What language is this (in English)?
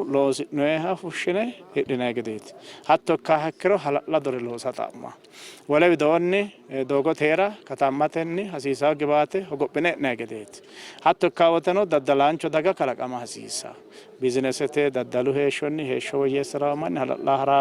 Sidamo